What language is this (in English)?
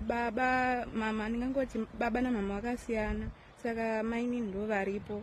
Shona